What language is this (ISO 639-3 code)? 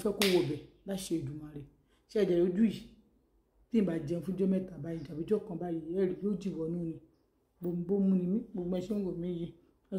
yor